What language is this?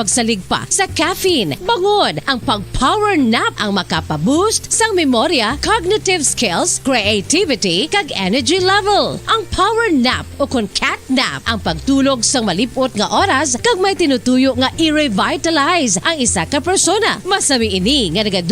Hiligaynon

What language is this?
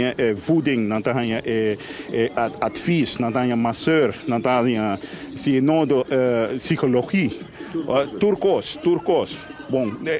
Papiamento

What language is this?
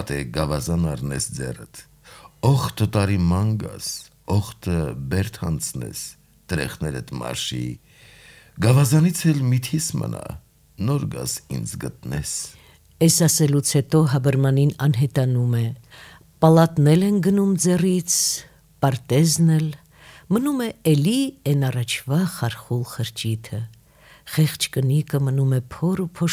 Armenian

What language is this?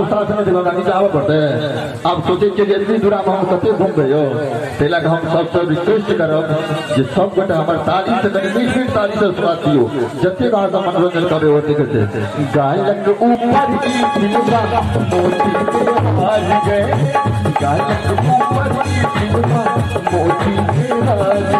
Maithili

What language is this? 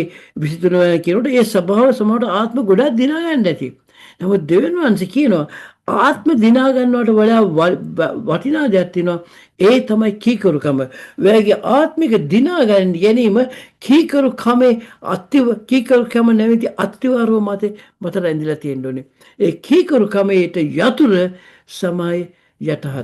Sinhala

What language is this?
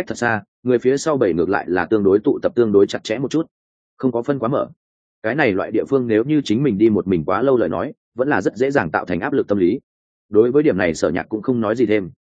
Vietnamese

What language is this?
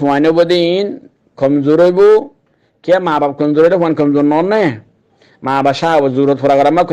Rohingya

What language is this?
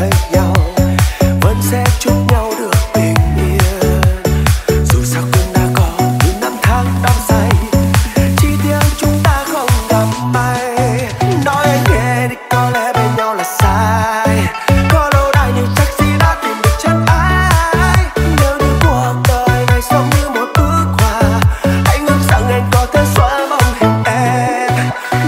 Vietnamese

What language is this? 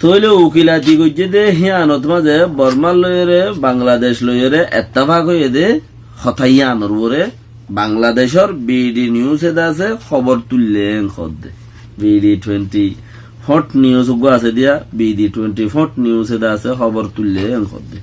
Rohingya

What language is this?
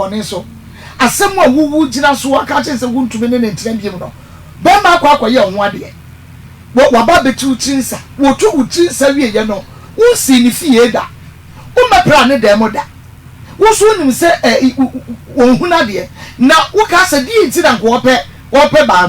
Akan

